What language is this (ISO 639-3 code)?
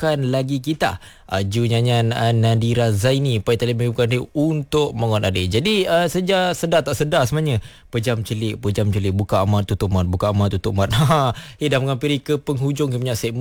msa